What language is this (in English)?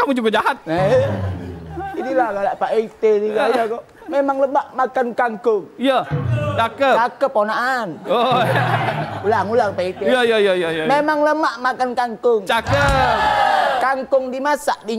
Musi